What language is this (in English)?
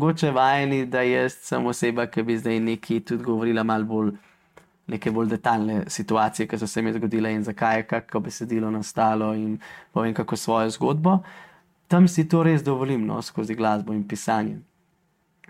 Slovenian